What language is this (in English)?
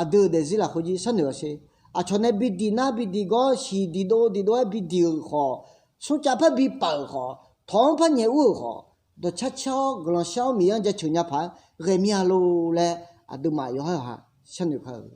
Akha